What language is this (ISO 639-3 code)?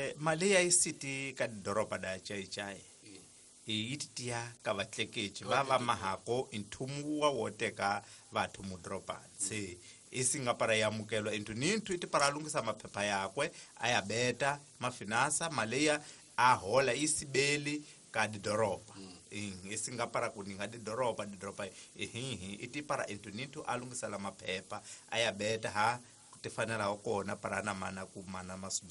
tso